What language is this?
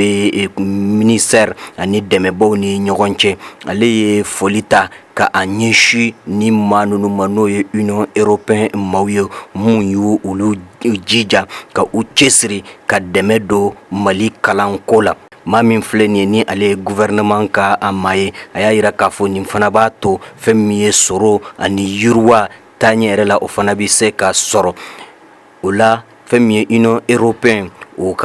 Bambara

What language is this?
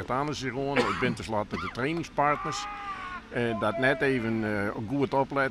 Western Frisian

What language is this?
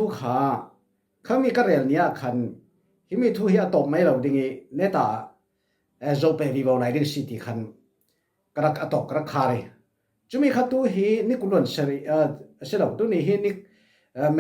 Falam Chin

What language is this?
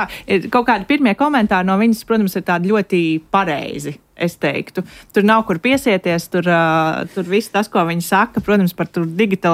Latvian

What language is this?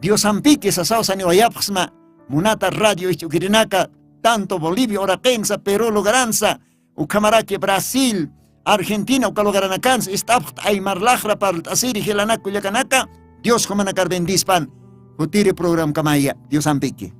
Aymara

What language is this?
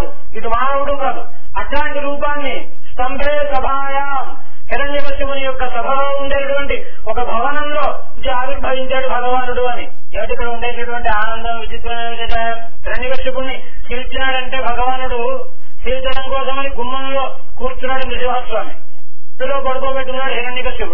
Telugu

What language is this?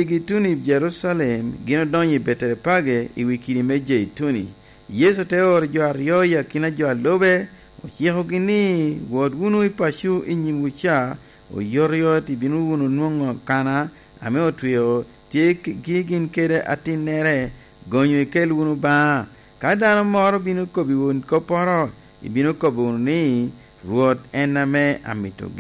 Lango (Uganda)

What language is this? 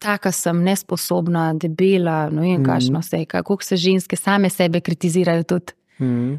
Slovenian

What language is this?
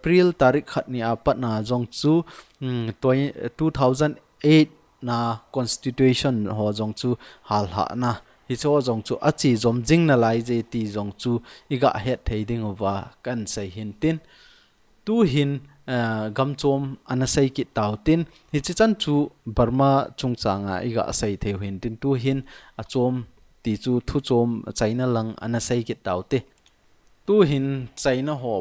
Thado Chin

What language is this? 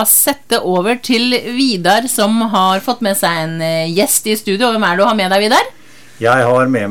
Norwegian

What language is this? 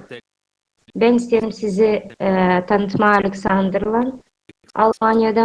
Gagauz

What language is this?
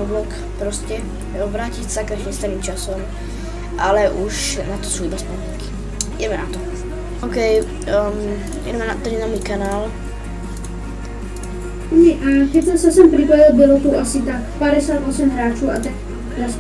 Czech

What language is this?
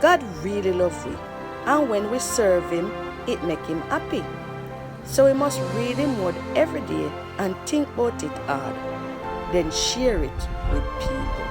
Jamaican Creole English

